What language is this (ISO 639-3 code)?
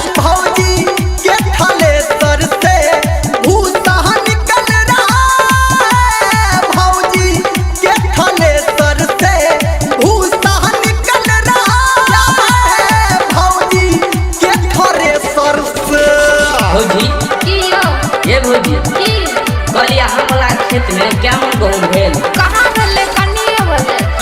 mai